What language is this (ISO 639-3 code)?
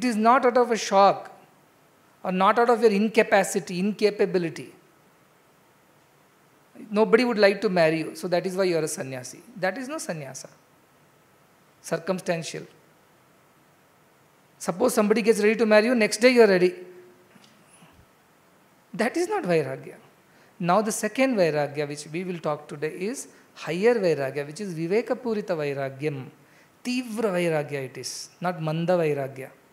eng